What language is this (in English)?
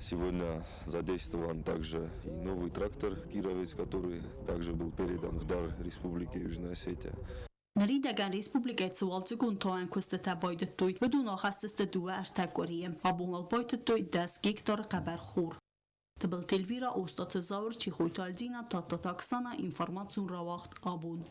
Ossetic